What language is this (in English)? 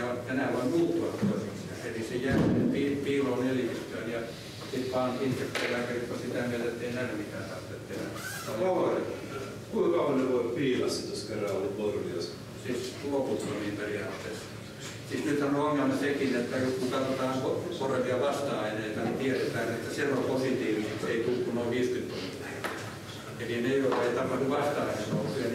Finnish